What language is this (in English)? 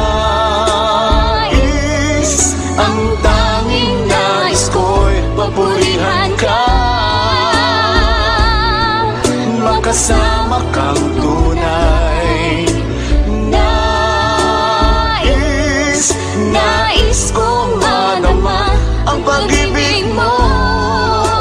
Filipino